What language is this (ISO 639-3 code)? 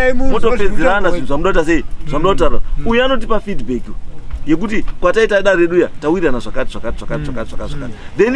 sna